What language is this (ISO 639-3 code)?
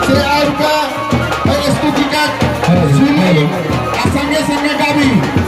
mai